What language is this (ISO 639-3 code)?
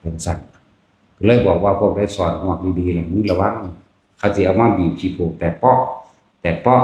tts